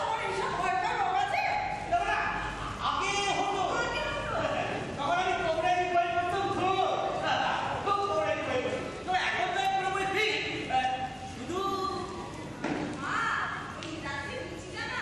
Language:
Bangla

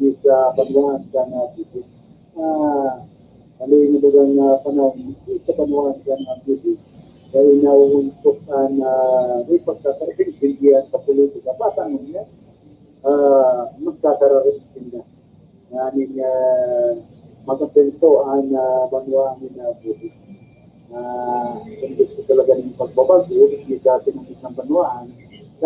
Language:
Bikol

